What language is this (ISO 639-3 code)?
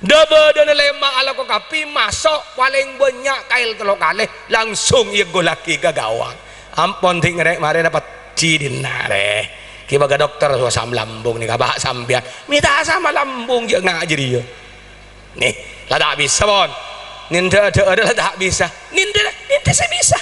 mad